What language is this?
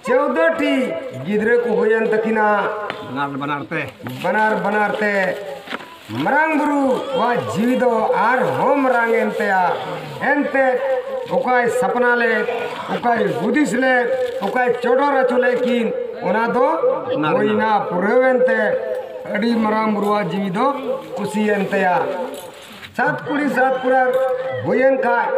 Santali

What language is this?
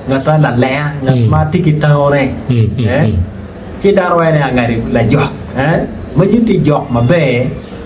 Acoli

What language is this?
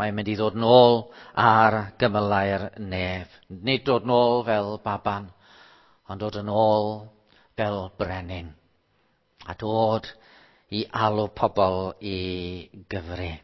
Welsh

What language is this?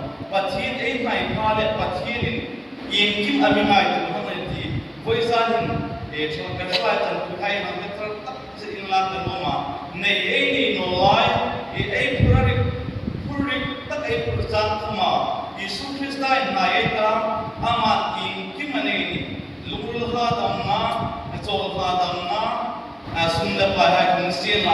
Hmar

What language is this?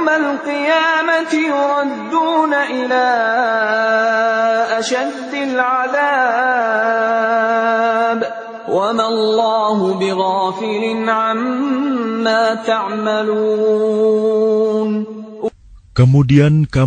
Indonesian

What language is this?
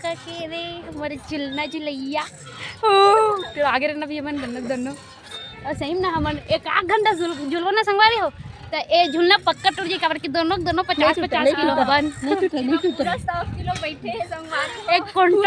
Chhattisgarhi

